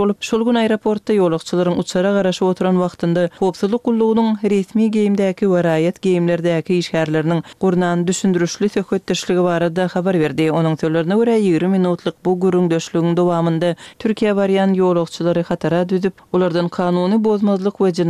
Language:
Turkmen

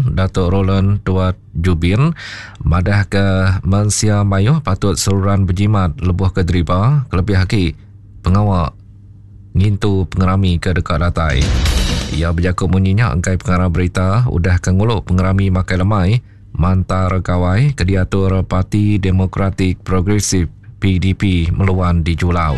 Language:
Iban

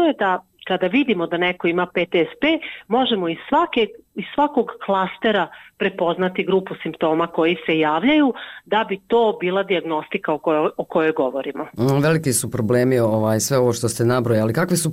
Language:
Bosnian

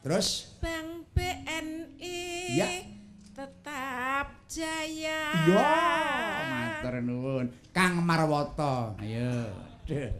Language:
Javanese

